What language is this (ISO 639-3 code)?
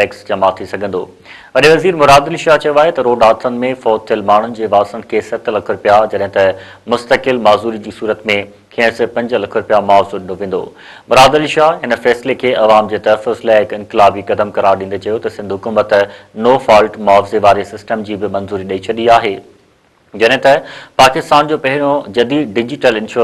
snd